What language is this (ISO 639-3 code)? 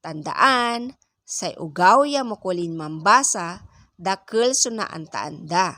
pag